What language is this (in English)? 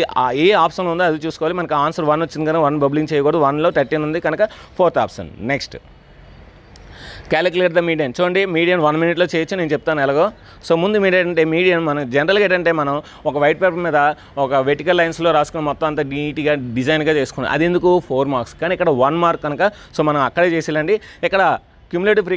Telugu